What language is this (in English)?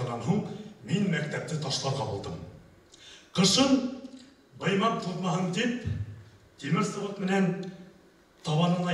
Bashkir